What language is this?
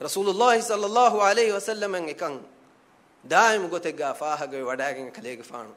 Divehi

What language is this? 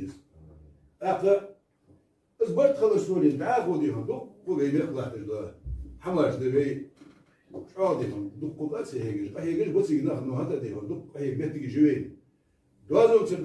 Ingush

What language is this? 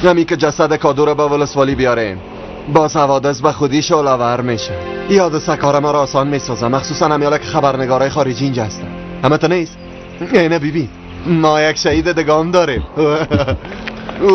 Tajik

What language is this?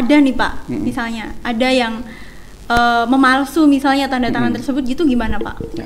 Indonesian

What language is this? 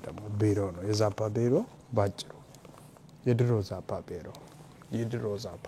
Amharic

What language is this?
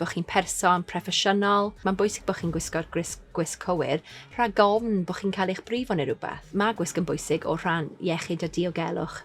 Welsh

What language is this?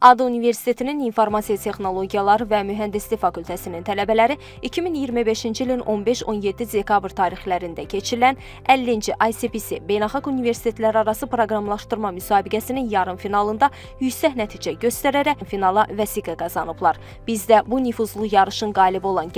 Azerbaijani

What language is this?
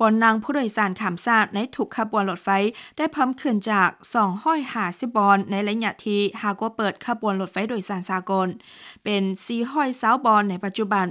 Lao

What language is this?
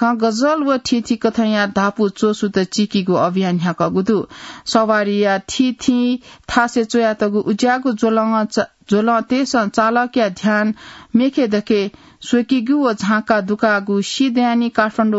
Newari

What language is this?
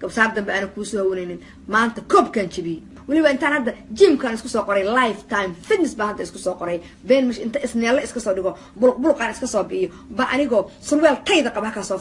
Somali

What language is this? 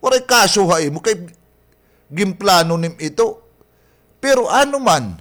Waray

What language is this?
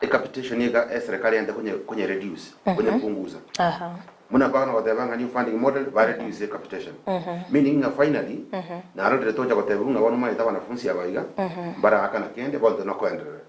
Gusii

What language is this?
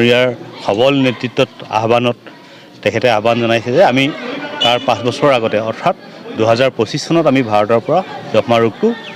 Assamese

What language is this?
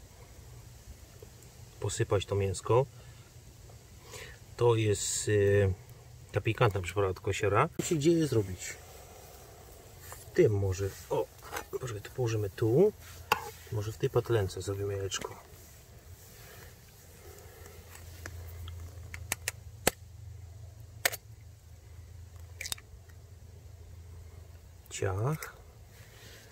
Polish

